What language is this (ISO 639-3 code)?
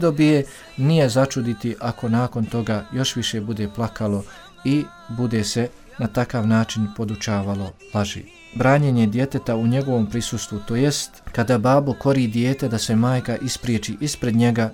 bos